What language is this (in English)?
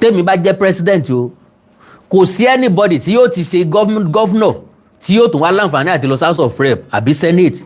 Yoruba